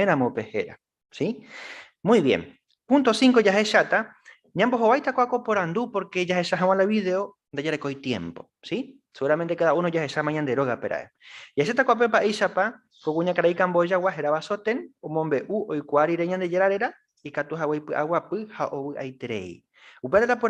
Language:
Guarani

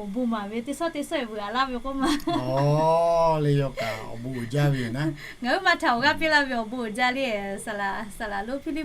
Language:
Lahu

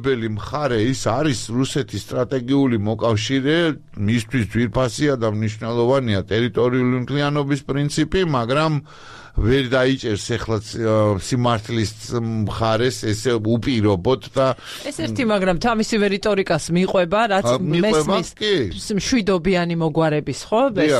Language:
Georgian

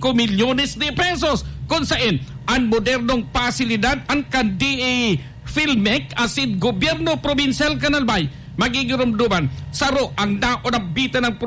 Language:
Bikol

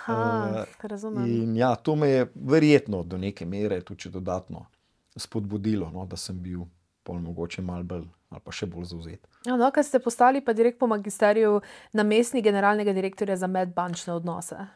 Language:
Slovenian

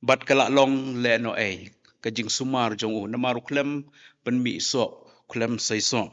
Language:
Khasi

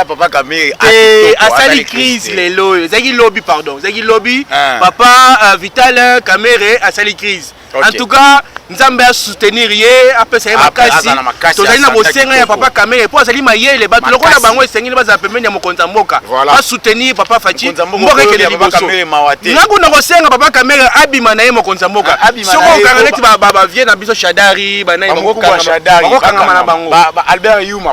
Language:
Lingala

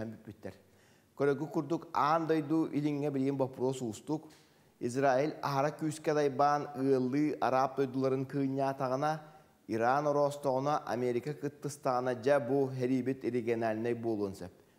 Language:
Yakut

